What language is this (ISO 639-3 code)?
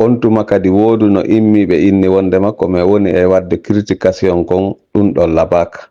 ful